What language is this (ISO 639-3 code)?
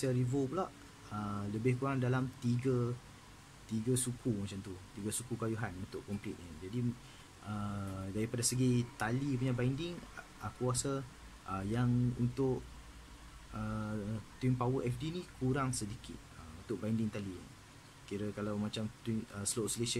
msa